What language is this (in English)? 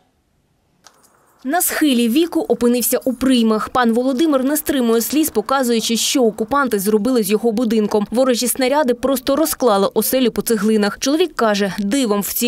Ukrainian